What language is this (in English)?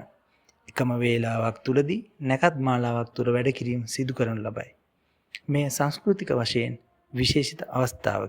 Sinhala